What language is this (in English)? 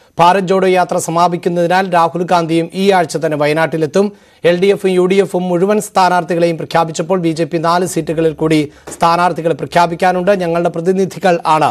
Malayalam